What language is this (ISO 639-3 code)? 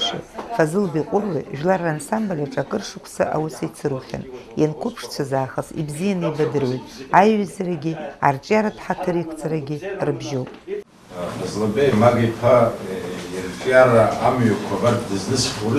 abk